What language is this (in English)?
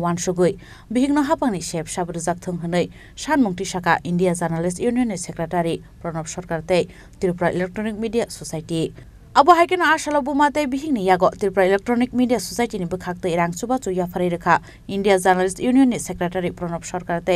Kok Borok